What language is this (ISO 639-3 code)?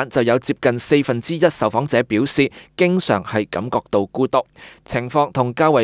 yue